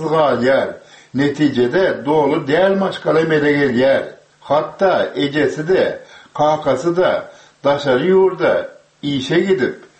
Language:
Turkmen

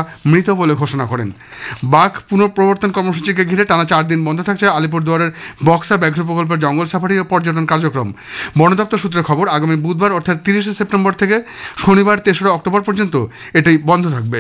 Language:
Bangla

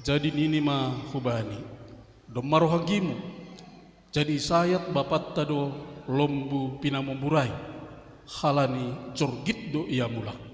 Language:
Batak Simalungun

